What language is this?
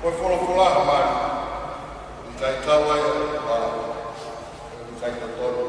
Tongan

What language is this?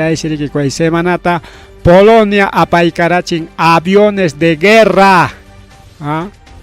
Ayacucho Quechua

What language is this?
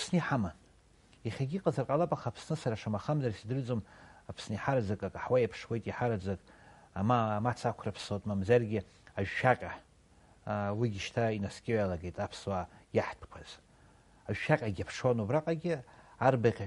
Abkhazian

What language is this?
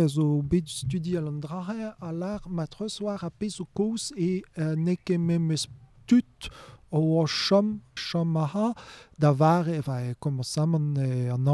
Breton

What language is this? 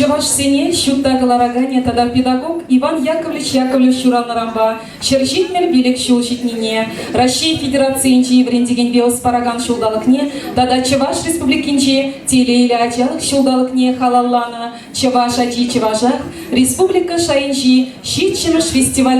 Chuvash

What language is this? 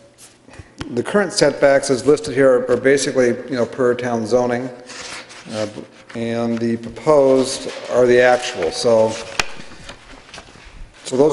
English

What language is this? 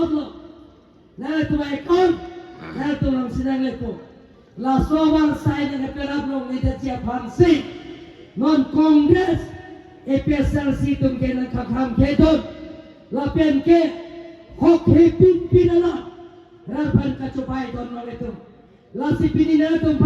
Karbi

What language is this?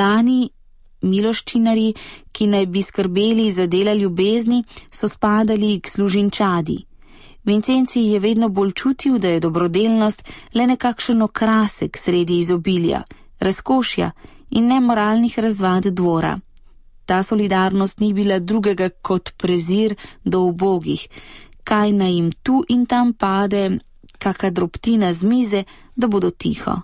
Slovenian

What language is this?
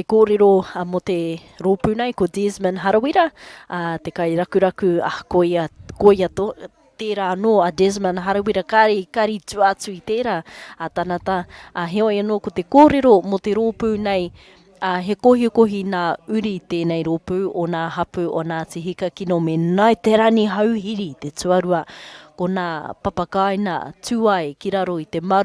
Māori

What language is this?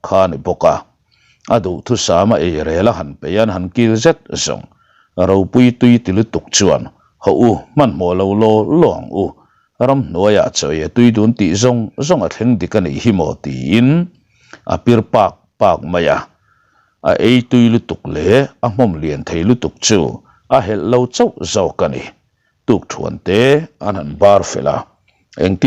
Mizo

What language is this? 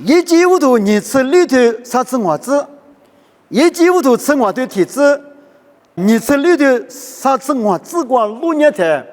Lisu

